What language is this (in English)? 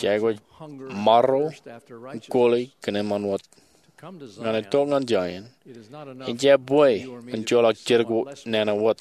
Marshallese